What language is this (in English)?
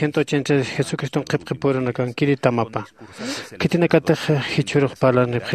Aymara